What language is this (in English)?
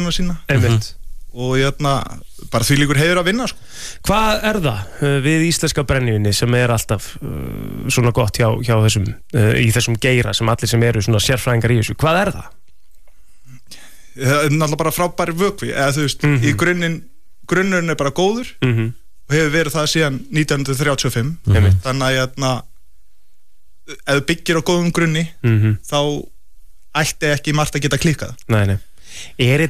Icelandic